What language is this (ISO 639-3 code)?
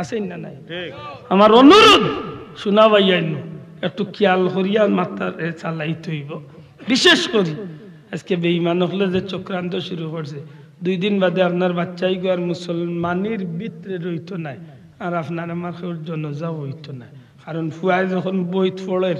syl